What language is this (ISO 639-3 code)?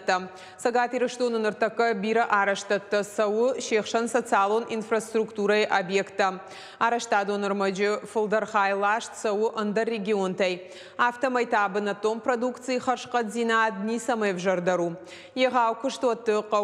oss